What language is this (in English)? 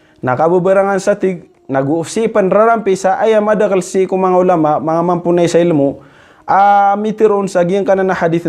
Maranao